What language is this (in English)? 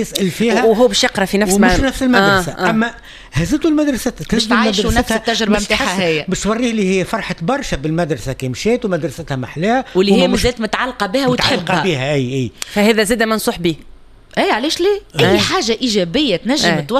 Tunisian Arabic